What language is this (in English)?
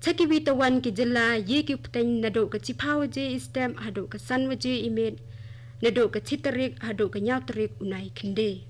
Khasi